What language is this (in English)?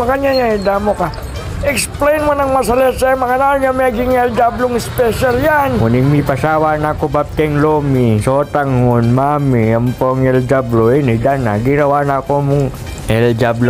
Pampanga